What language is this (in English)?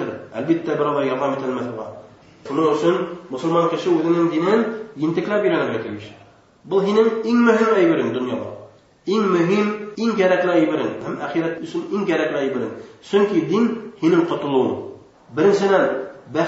Bashkir